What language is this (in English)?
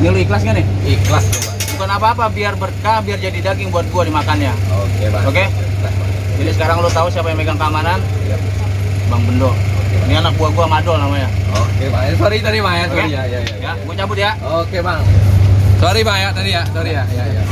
Betawi